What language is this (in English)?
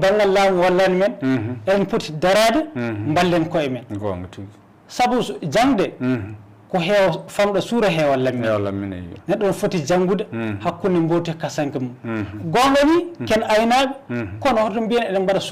Fula